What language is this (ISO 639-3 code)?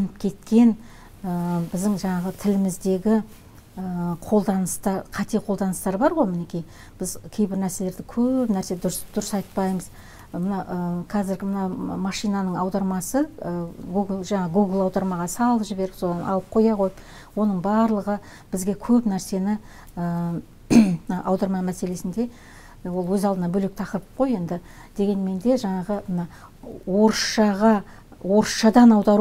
kaz